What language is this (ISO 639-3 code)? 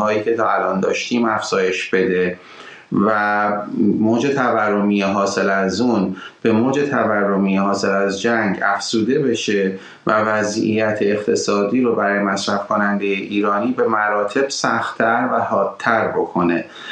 fas